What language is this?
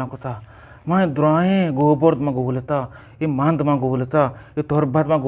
Eastern Balochi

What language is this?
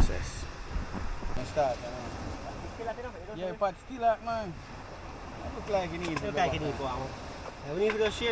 Jamaican Creole English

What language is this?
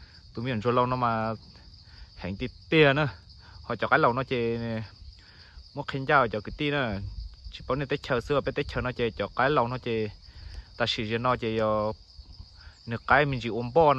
Hmong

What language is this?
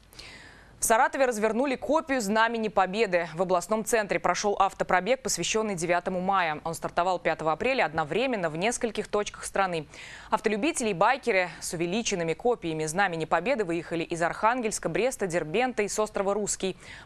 Russian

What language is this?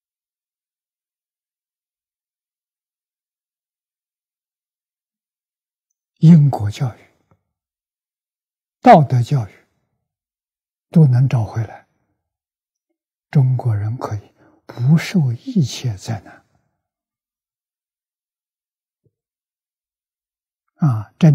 Chinese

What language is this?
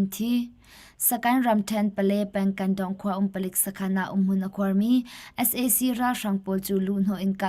Hakha Chin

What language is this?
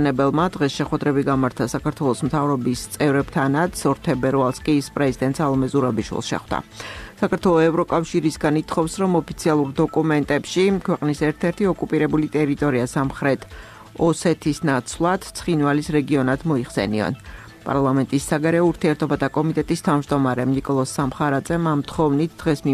Georgian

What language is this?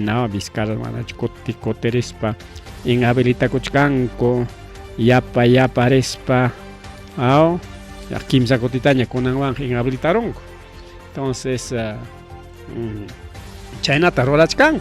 Ayacucho Quechua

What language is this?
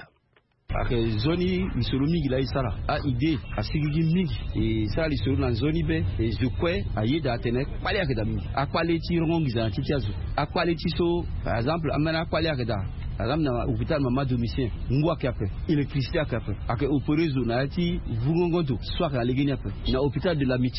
Sango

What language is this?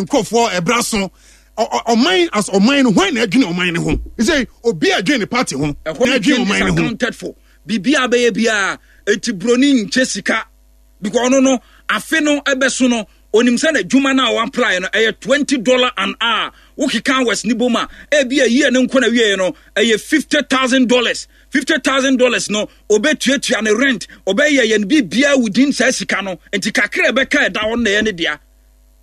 Akan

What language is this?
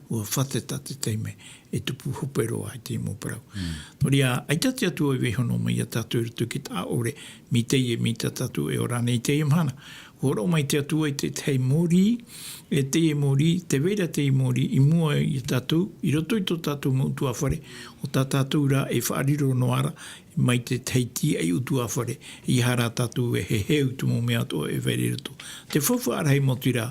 Tahitian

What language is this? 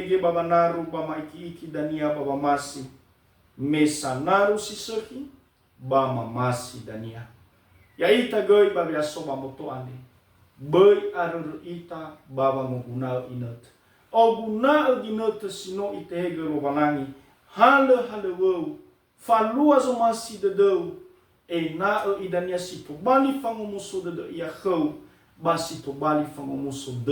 Nias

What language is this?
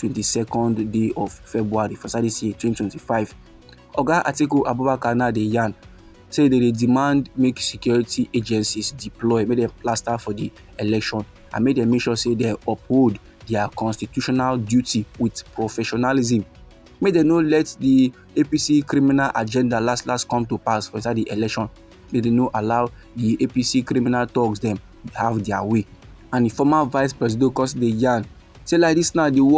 Nigerian Pidgin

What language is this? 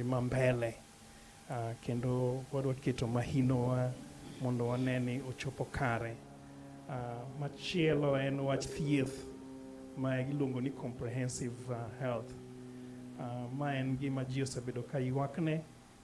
Luo (Kenya and Tanzania)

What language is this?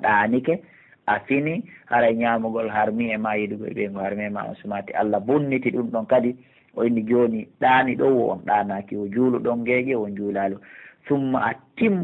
Pular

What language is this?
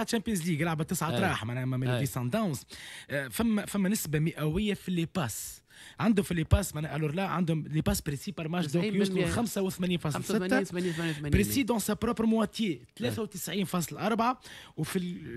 Tunisian Arabic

